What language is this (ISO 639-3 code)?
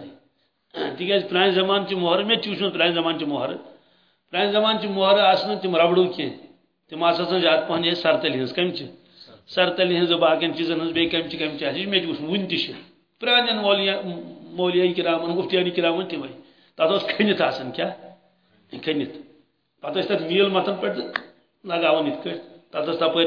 kas